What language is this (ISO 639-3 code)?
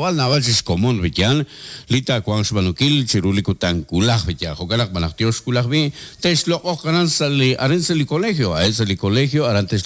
kek